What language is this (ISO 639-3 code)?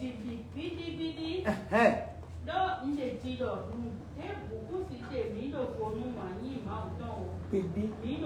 fon